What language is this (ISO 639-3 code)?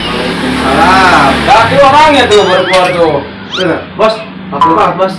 bew